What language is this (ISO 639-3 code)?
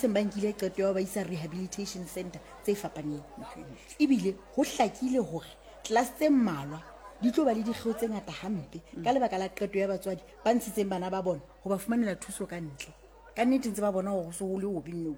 sot